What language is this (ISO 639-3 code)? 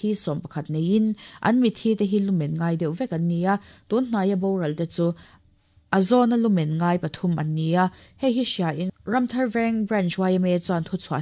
lus